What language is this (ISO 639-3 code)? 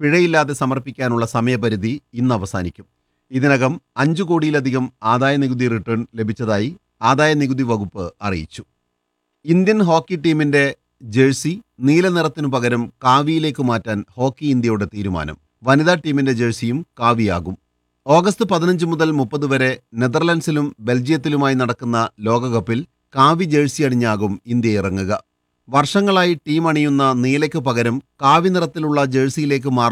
mal